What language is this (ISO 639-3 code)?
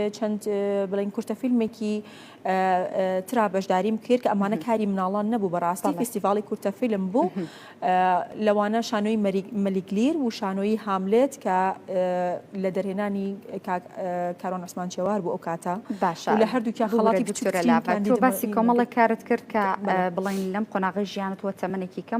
ckb